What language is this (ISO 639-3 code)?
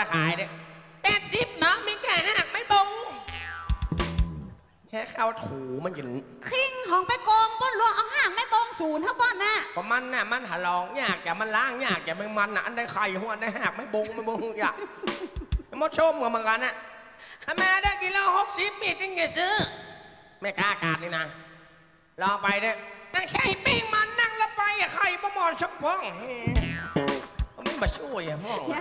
nod